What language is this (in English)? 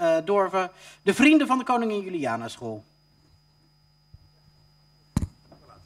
Dutch